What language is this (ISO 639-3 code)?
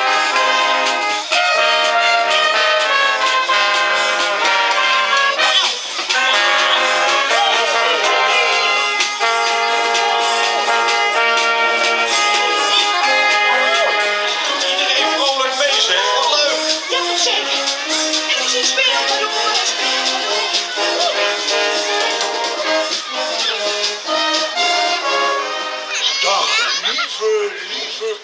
nld